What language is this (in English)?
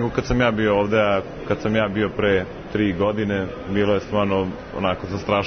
Serbian